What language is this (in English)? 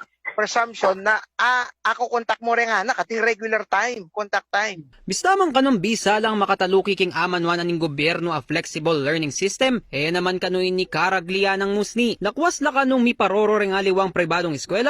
Pampanga